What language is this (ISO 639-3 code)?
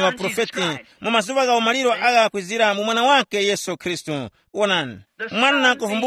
tum